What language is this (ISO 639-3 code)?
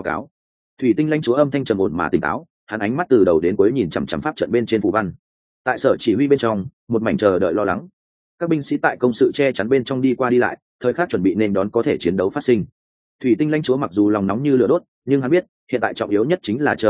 vie